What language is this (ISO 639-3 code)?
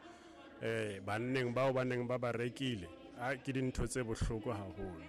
sot